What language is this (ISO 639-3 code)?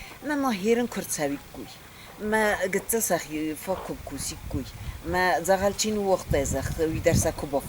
oss